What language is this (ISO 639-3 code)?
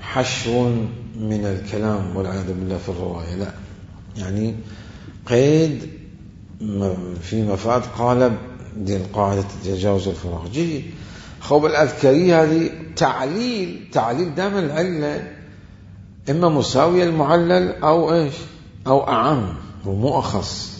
acm